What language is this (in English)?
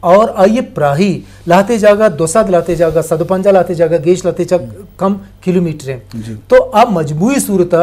Eastern Balochi